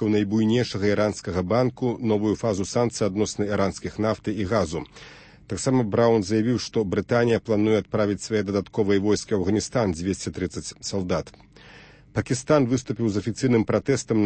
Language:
Belarusian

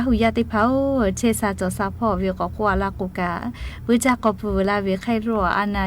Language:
Lahu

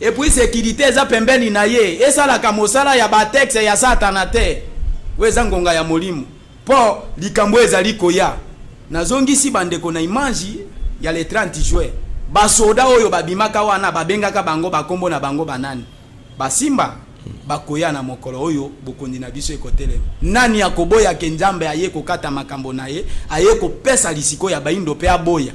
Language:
Lingala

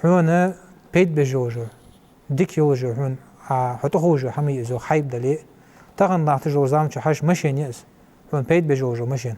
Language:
Ingush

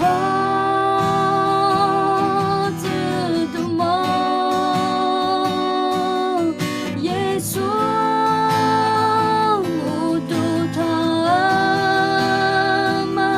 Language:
Akha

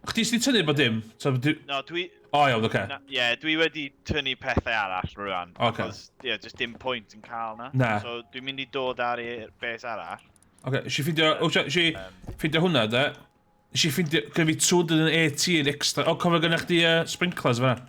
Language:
Welsh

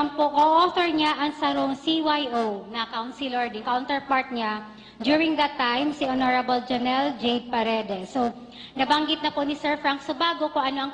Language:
Bikol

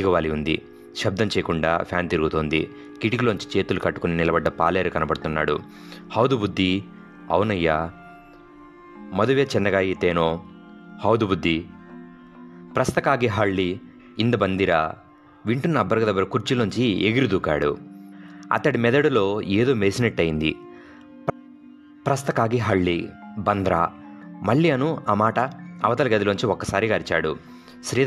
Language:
Telugu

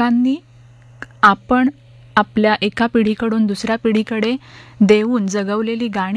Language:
Marathi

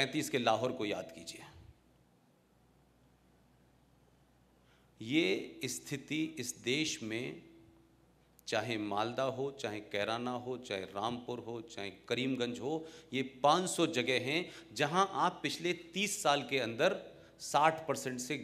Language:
Hindi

